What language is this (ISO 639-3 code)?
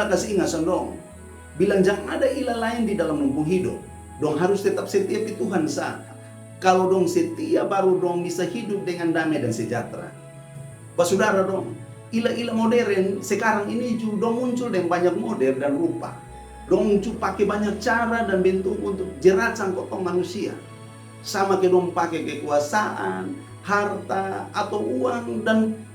mkn